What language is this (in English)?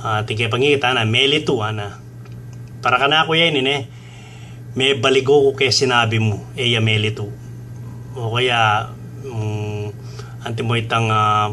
Pampanga